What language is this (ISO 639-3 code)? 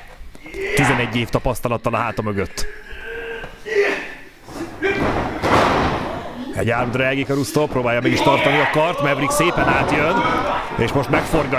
hun